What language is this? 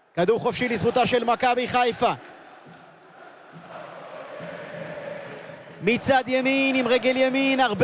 Hebrew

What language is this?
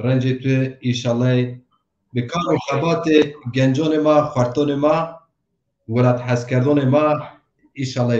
Zaza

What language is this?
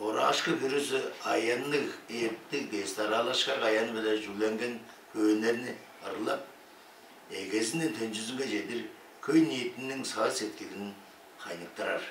Tuvinian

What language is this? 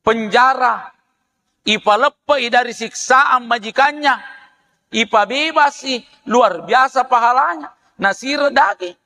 Buginese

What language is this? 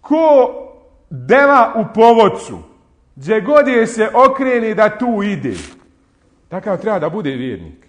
Bosnian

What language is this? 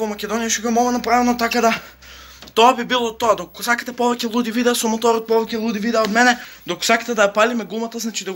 Macedonian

